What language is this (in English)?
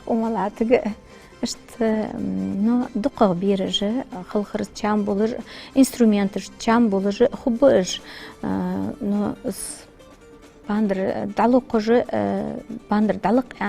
Ingush